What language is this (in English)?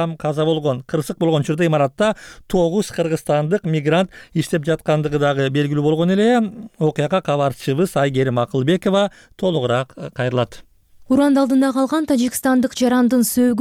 Kyrgyz